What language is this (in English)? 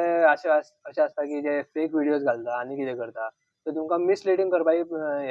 Konkani